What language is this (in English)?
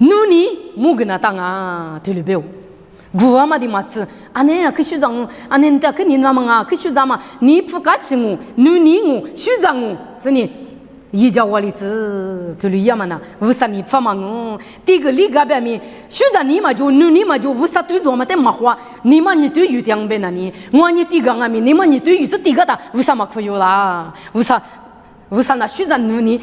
Lisu